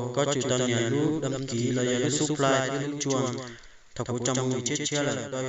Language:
Hmong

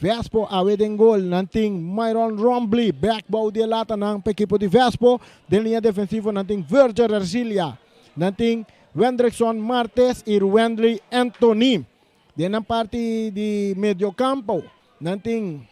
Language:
Papiamento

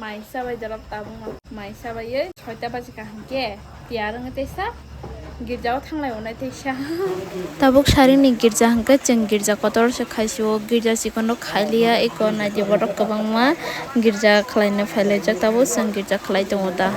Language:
Kok Borok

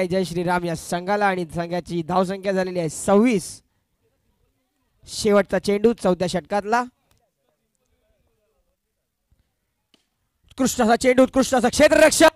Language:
Marathi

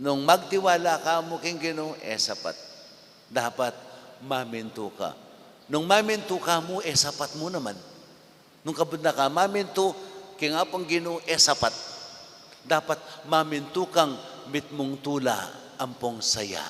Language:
Pampanga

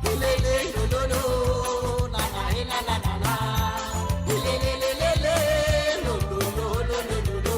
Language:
Morisyen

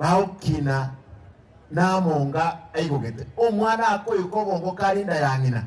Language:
Gusii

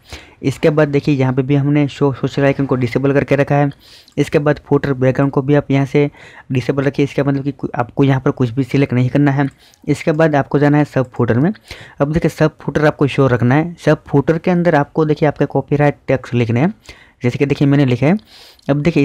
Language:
Hindi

